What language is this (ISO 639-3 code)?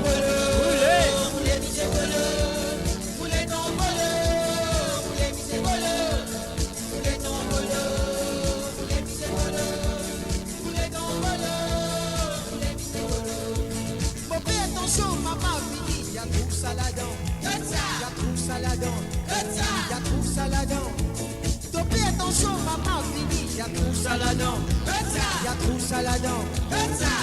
mfe